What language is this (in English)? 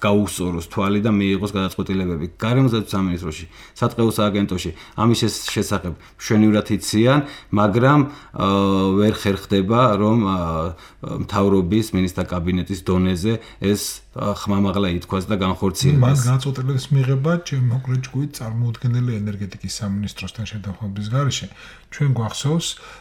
Georgian